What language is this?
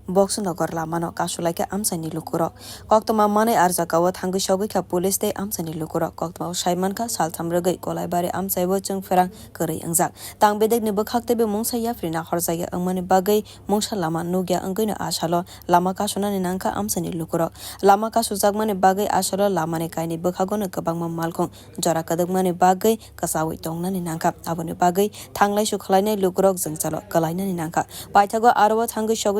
Kok Borok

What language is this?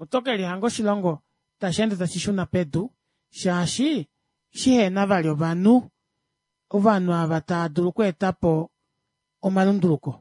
Kuanyama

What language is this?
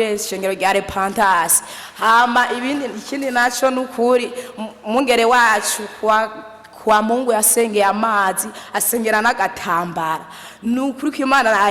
Rundi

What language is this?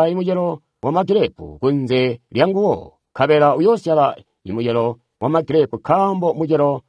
Tonga (Zambia)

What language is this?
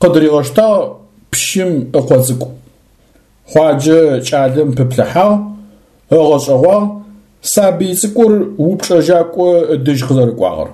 Adyghe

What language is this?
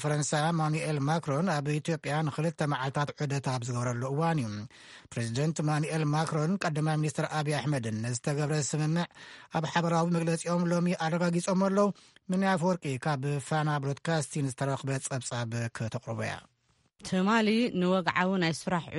Tigrinya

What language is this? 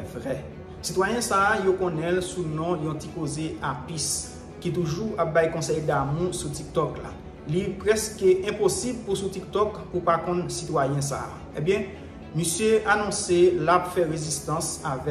Haitian Creole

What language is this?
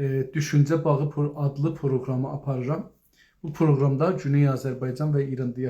South Azerbaijani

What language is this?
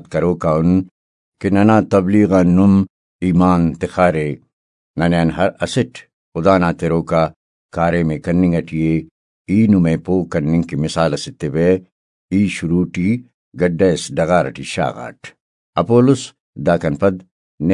Brahui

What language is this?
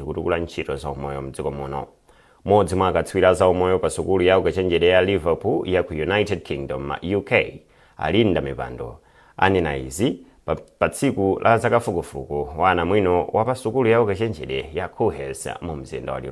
Nyanja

